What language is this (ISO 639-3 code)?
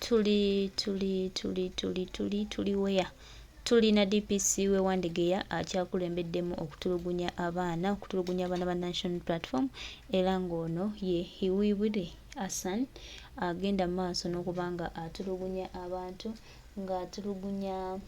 lug